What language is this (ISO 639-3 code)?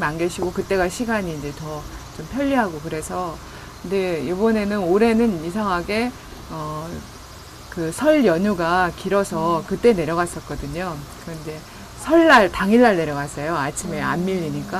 kor